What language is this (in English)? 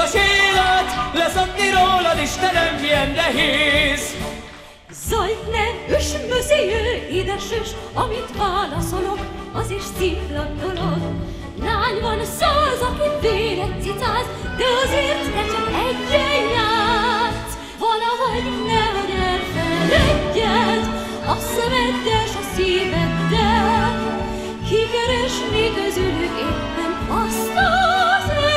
Hungarian